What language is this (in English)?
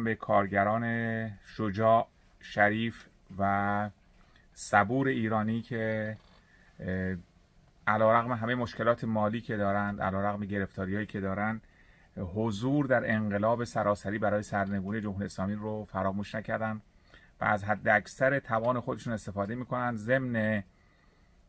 Persian